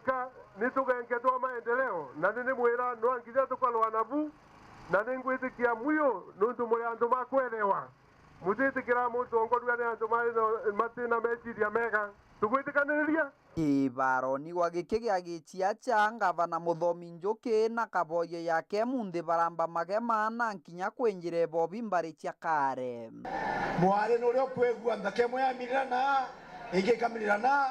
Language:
Meru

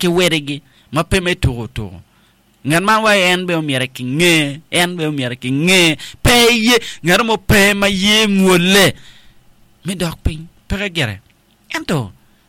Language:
Acoli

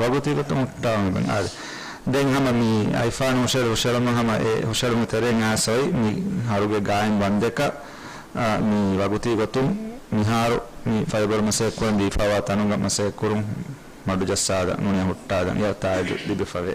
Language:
Divehi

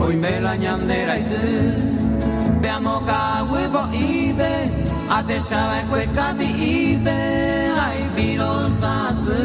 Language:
Guarani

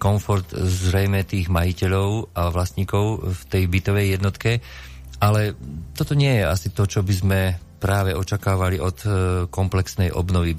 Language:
Slovak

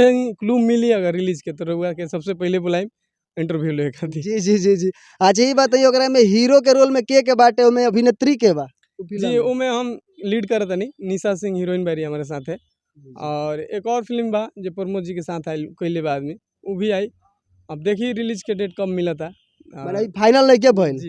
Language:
Bhojpuri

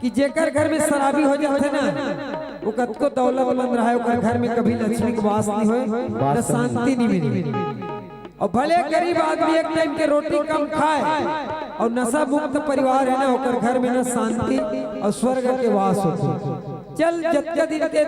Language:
Chhattisgarhi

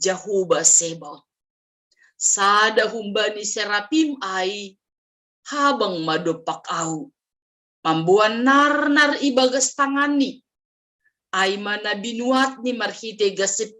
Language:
Batak Simalungun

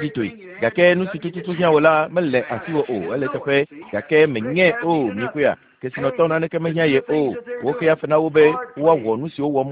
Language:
Ewe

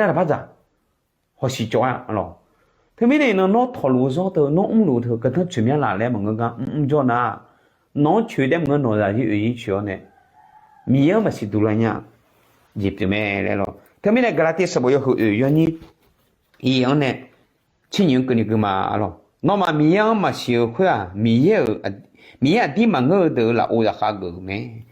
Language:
Akha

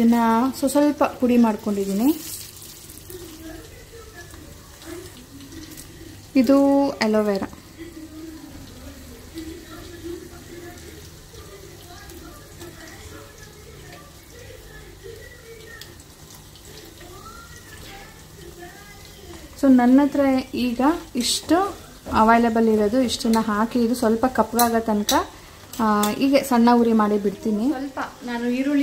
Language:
Kannada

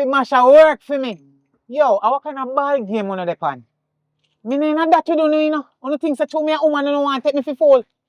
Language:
Jamaican Creole English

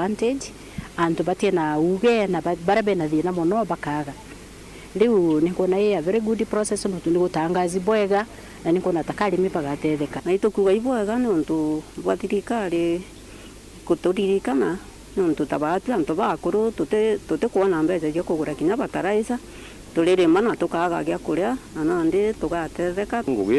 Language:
Meru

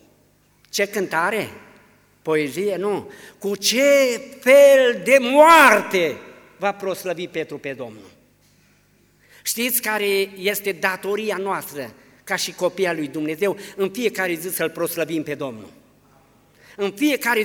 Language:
Romanian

